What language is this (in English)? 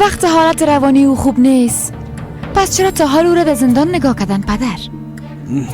Persian